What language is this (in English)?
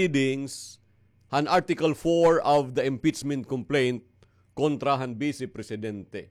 Waray